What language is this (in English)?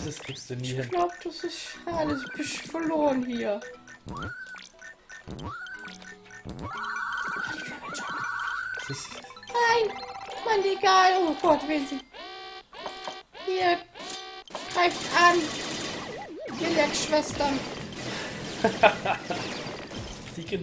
German